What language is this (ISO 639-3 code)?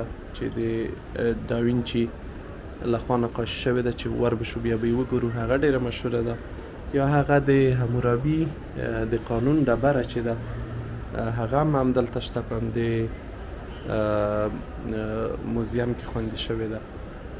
pus